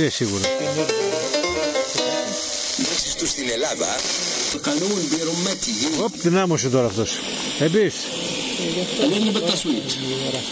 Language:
Greek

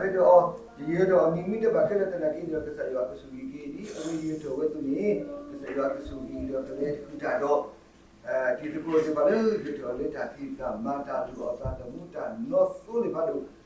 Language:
S'gaw Karen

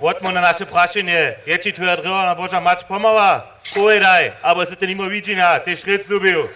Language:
Upper Sorbian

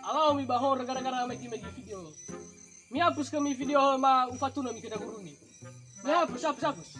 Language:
Nias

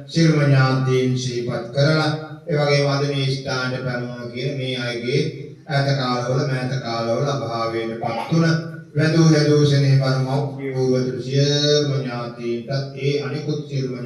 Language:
Sinhala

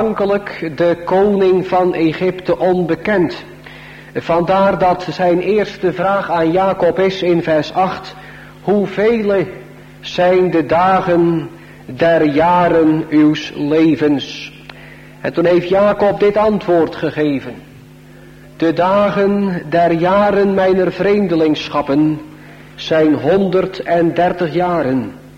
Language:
Dutch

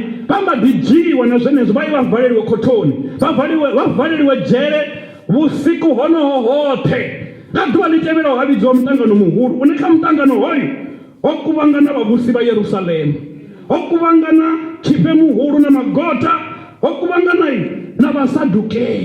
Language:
Venda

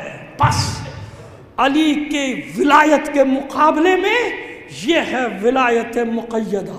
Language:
Urdu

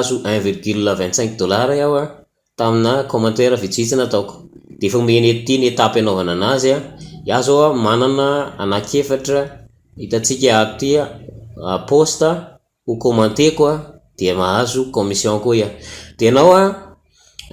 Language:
Malagasy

